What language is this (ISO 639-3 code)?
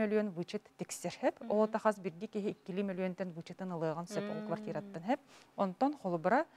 sah